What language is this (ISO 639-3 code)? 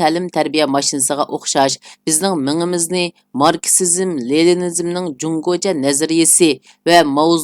uig